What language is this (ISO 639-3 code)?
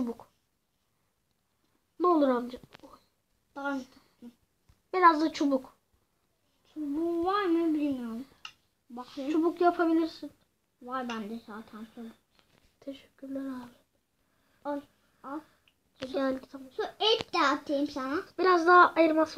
tur